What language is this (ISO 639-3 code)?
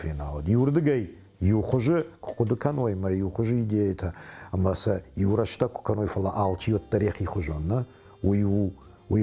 oss